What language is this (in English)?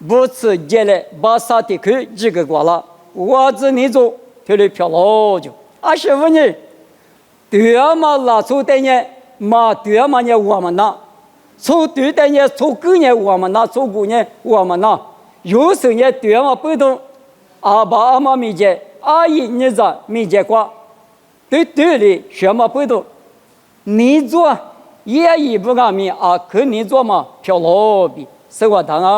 Lisu